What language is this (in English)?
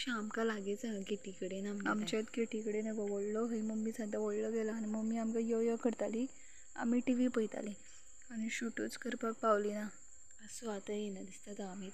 Konkani